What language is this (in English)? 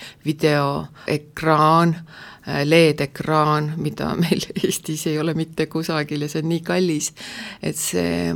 Estonian